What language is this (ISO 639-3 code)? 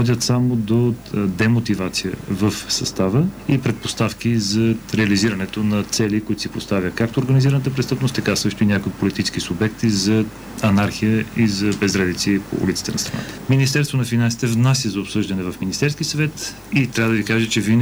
bul